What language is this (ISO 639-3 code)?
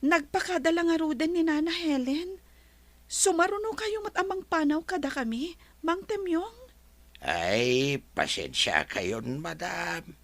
ilo